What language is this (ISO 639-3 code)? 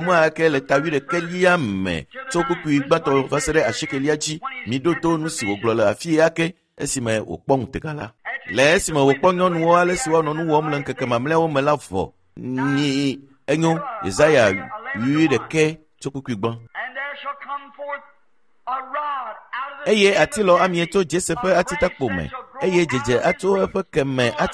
ewe